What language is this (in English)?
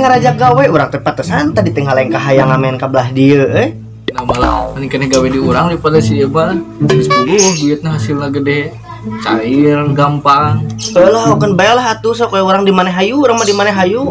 Sundanese